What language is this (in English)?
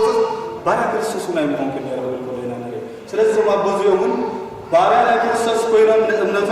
Tigrinya